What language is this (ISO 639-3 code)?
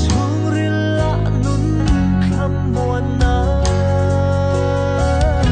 cfm